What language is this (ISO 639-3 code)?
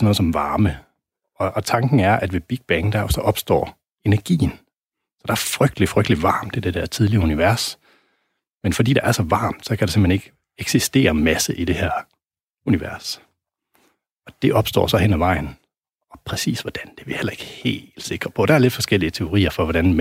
dan